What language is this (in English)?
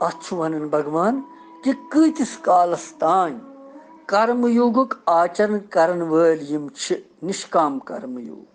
Kashmiri